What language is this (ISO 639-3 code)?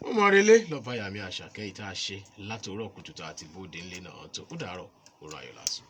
yor